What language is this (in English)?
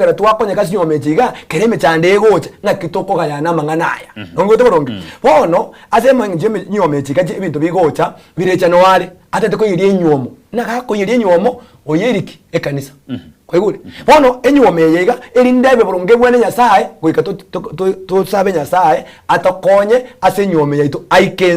Gusii